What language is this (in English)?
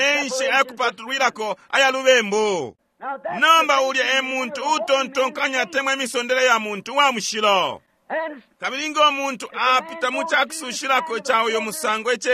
Bemba